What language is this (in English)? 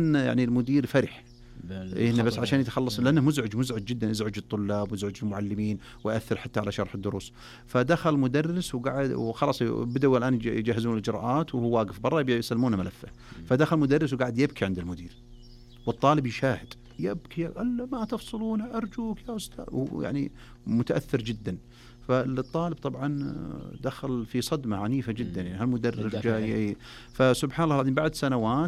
Najdi Arabic